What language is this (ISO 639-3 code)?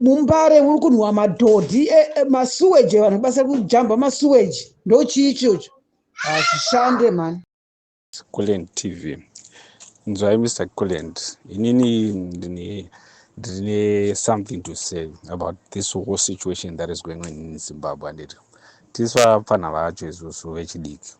sna